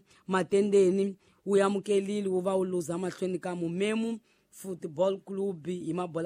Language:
Tsonga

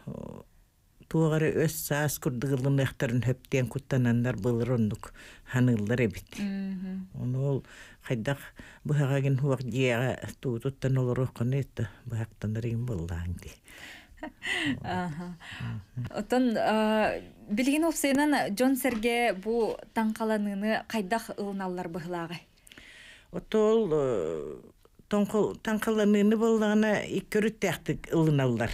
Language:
Yakut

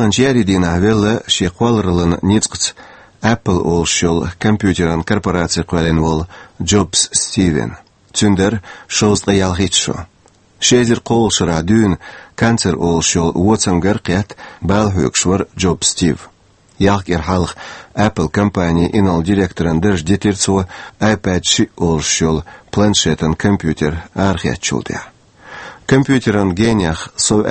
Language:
Chechen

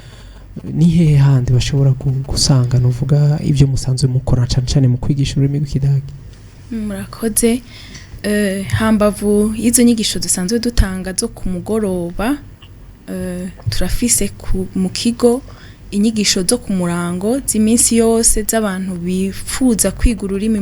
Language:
Rundi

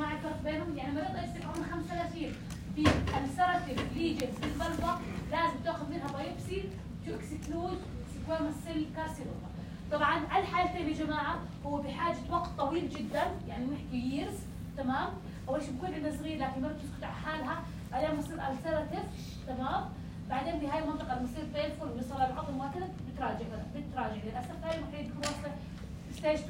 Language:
North Levantine Arabic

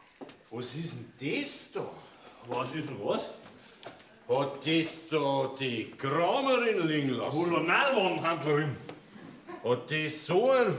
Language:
Bavarian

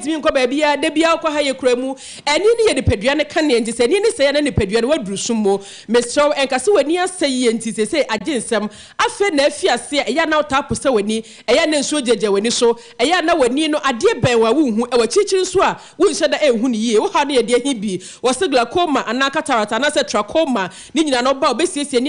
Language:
Akan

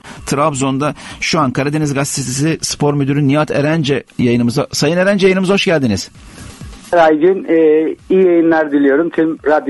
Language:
Turkish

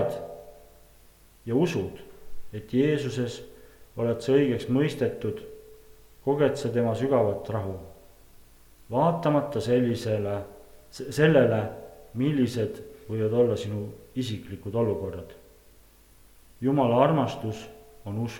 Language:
Estonian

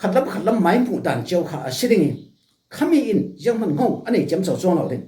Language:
Falam Chin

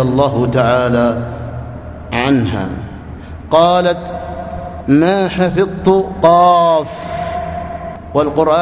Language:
Arabic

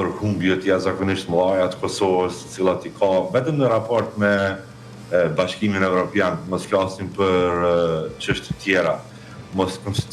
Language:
Albanian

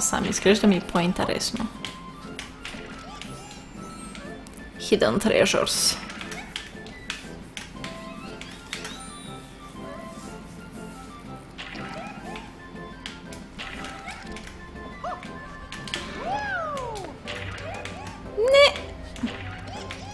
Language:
Bulgarian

